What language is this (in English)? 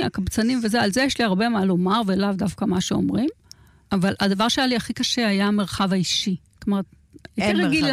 Hebrew